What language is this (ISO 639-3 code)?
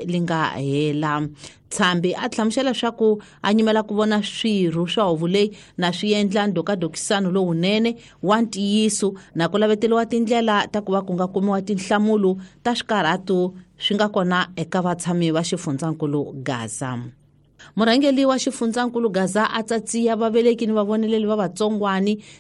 tso